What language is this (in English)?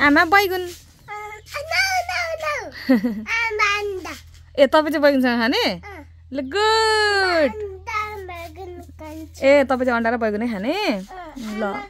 Nepali